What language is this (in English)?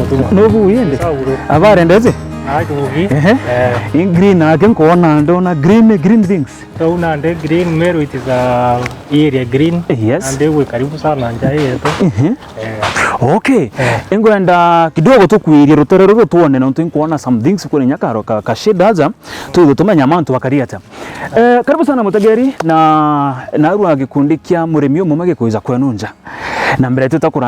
Meru